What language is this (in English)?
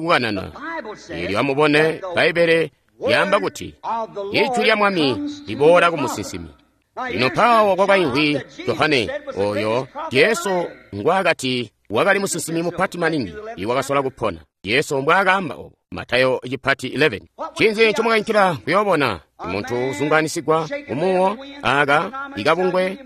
Tonga (Zambia)